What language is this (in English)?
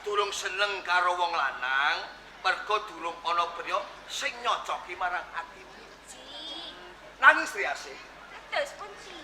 Javanese